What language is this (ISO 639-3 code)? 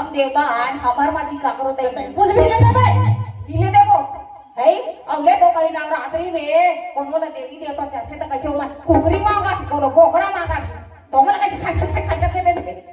hne